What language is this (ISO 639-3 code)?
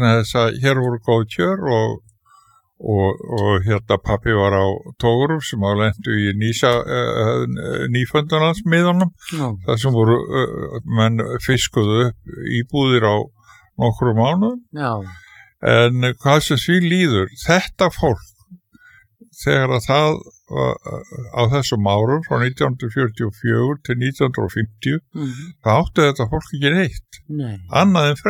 isl